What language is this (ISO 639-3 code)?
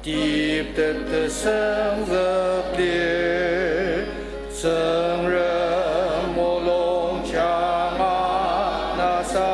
njo